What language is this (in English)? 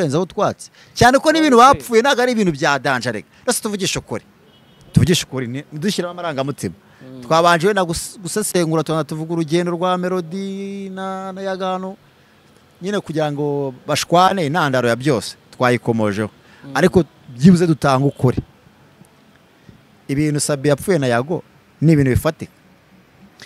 Kinyarwanda